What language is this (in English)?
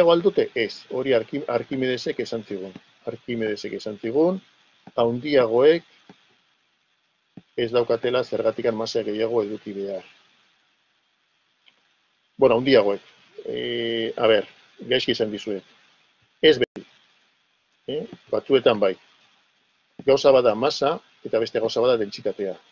Basque